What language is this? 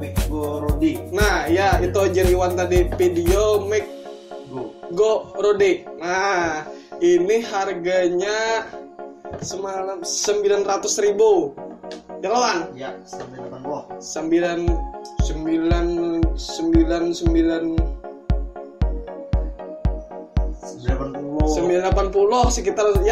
Banjar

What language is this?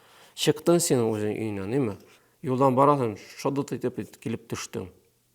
Tatar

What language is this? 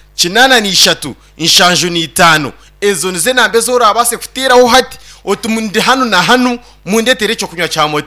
Nyankole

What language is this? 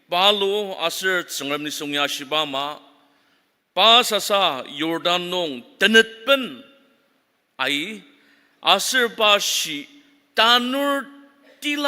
Ao Naga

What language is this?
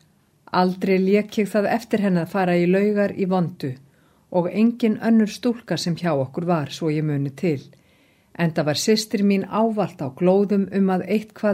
Icelandic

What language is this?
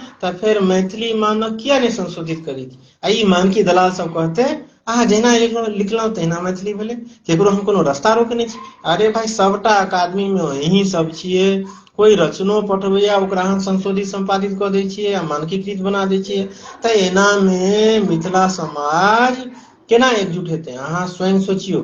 Maithili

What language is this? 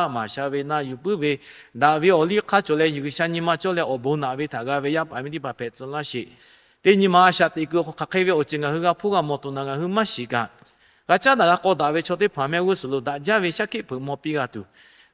Lahu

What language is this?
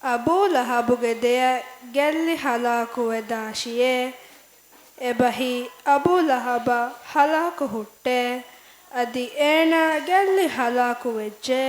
Divehi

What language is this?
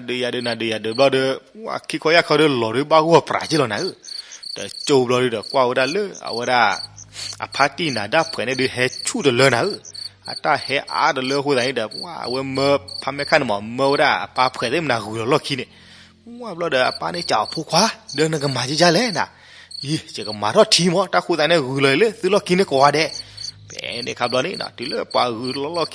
S'gaw Karen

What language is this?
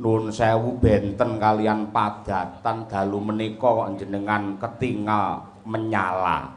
Javanese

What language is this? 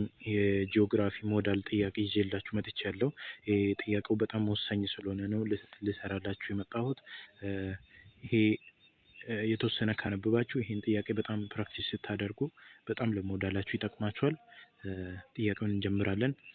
Amharic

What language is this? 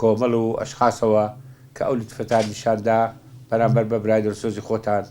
Central Kurdish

